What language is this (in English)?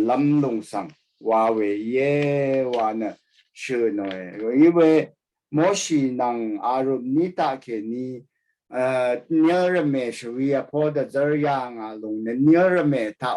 Rawang